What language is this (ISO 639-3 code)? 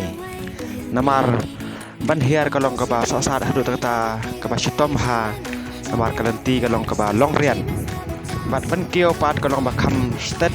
kha